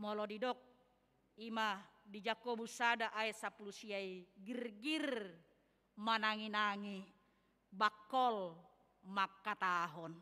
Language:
Batak Toba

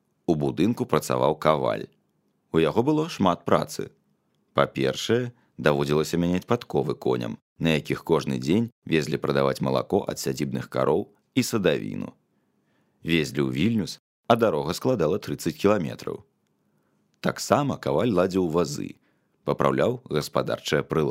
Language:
Belarusian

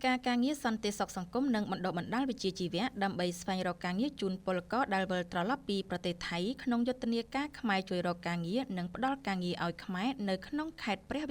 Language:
Khmer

